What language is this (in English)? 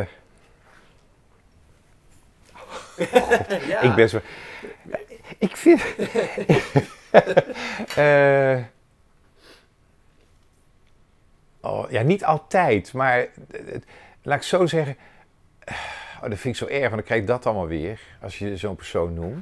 Dutch